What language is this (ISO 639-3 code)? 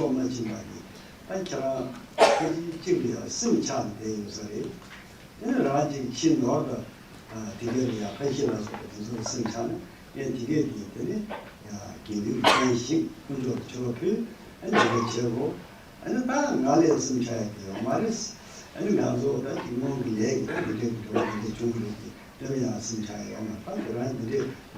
bod